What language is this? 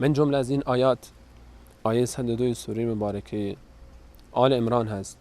Persian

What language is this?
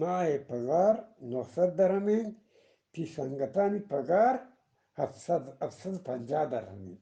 Eastern Balochi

